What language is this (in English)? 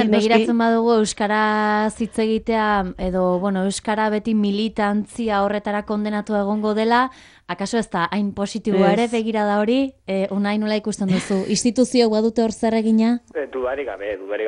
Basque